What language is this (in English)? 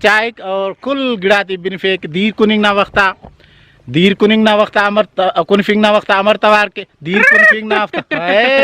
Brahui